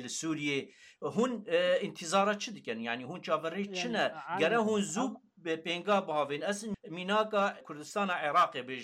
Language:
Kurdish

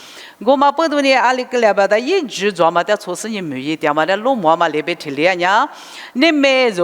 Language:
Lisu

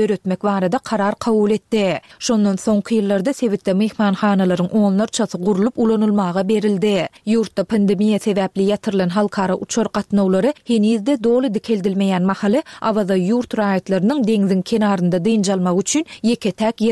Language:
Turkmen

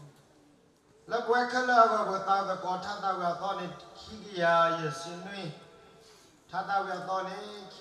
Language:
S'gaw Karen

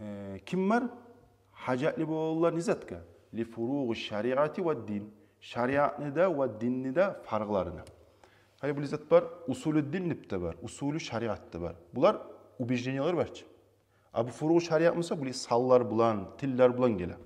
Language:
Kumyk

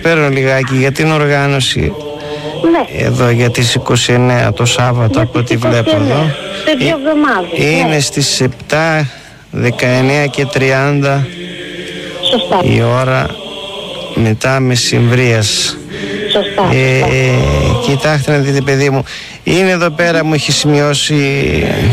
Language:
Greek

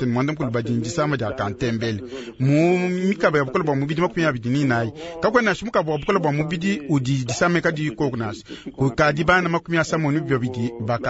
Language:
Luba-Lulua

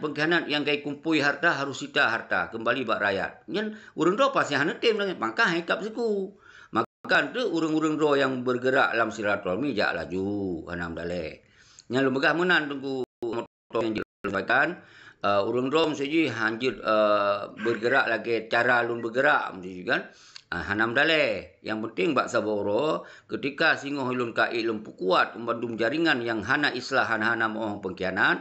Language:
Achinese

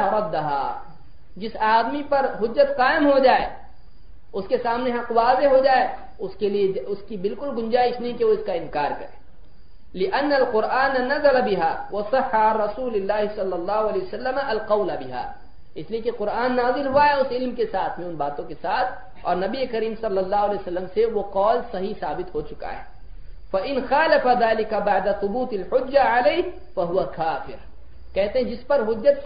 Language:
Urdu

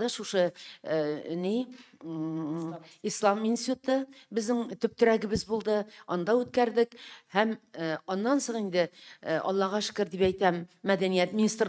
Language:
Tatar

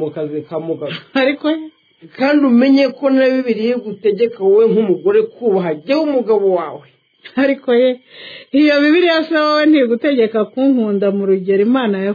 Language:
Kinyarwanda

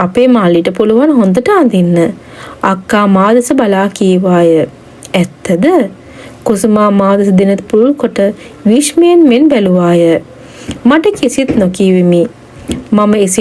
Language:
Sinhala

